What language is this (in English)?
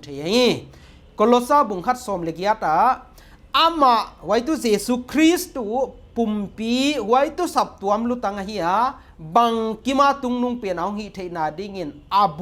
Paite Chin